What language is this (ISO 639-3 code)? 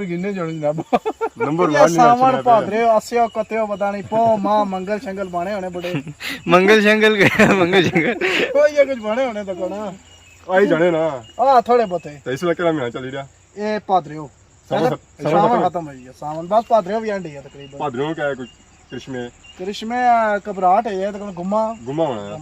phr